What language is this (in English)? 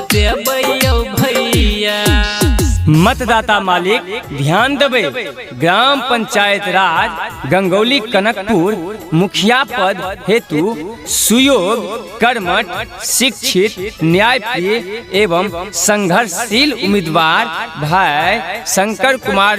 Maithili